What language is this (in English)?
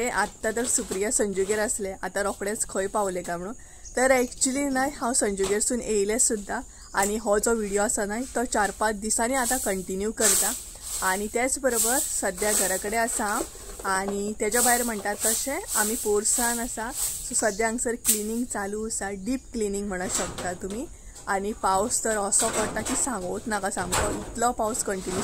Konkani